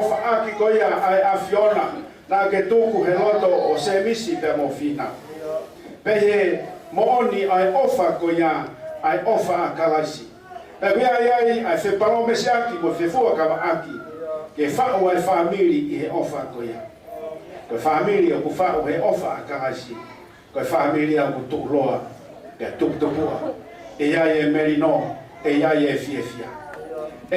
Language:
Tongan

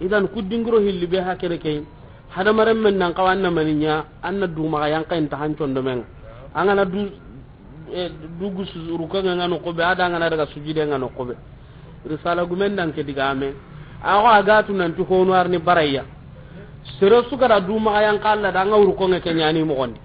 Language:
Soninke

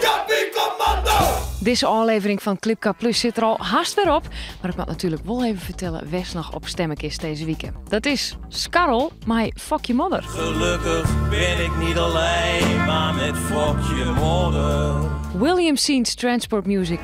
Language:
Western Frisian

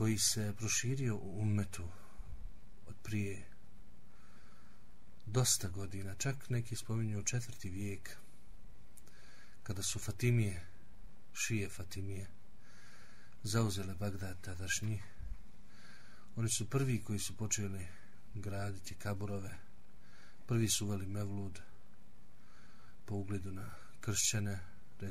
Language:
Bosnian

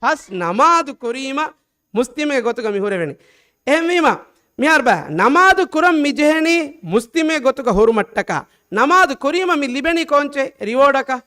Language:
Divehi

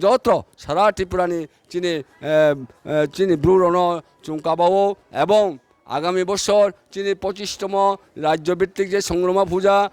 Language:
Riang (India)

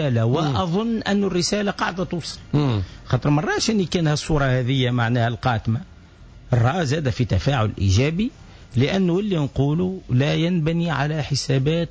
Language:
Tunisian Arabic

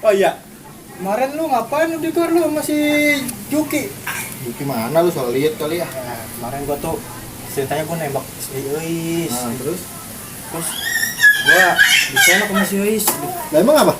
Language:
Betawi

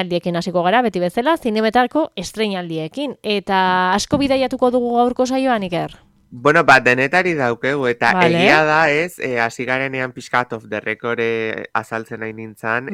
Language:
Basque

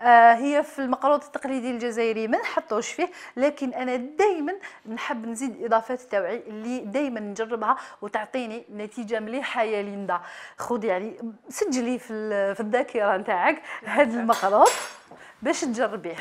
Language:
Algerian Arabic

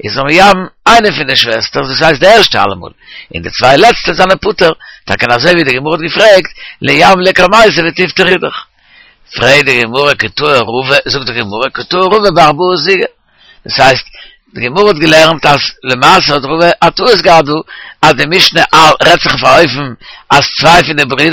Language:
Yiddish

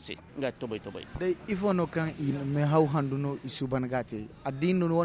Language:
Zarma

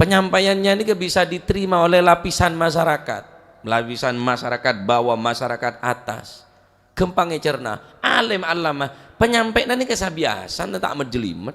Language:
Madurese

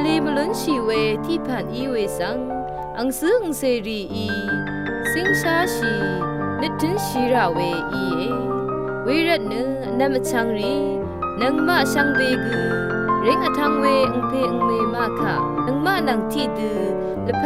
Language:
Rawang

